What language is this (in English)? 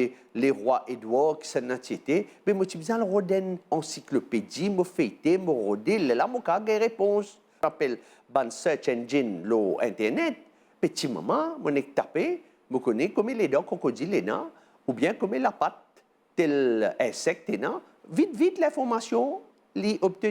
Morisyen